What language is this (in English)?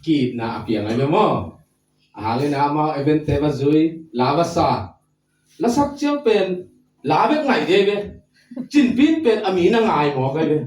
Tedim Chin